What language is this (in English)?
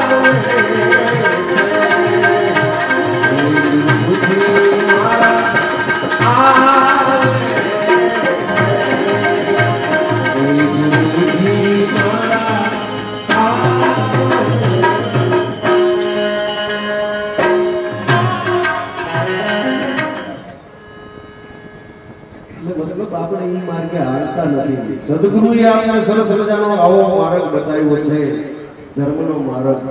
Gujarati